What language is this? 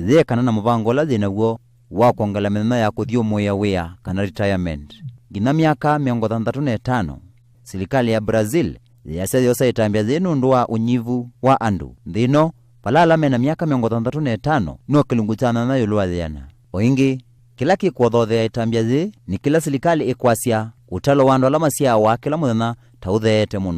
Kamba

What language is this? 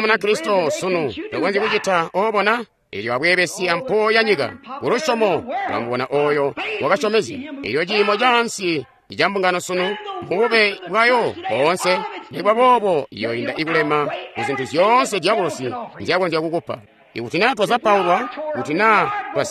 Tonga (Zambia)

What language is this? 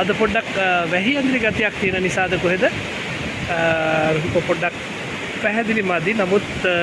Sinhala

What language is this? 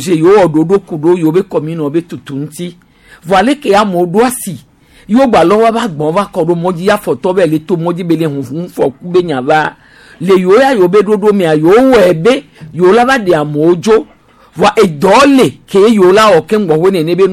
Gen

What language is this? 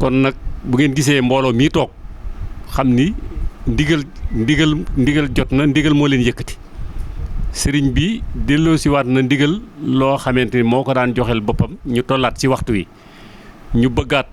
Wolof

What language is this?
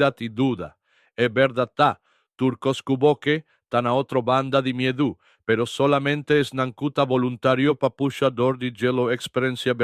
Papiamento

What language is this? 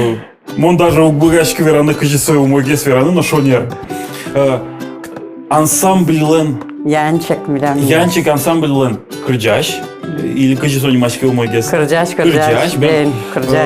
Udmurt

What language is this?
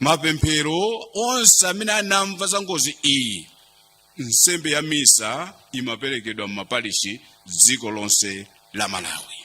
Nyanja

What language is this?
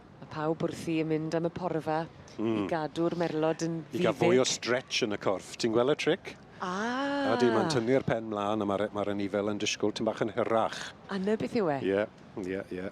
Welsh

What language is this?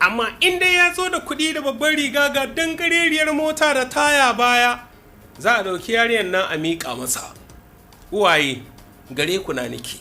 Hausa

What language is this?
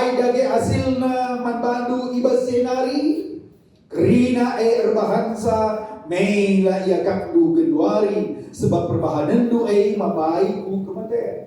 Batak Karo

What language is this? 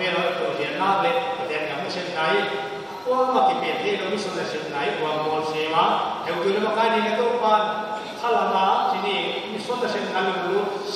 Paite Chin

